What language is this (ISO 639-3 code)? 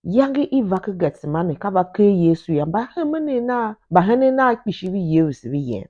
tiv